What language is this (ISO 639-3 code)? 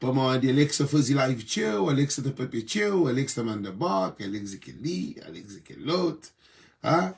kea